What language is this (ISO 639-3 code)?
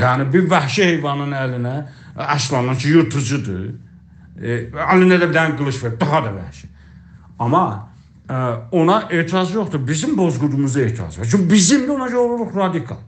azb